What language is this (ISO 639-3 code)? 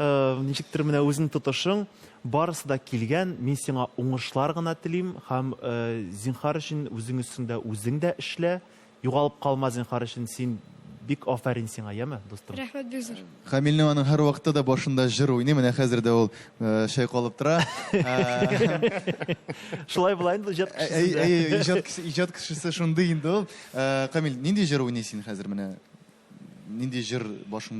tat